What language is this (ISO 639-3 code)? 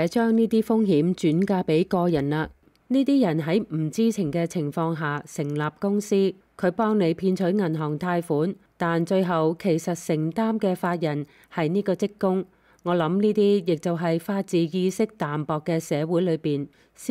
yue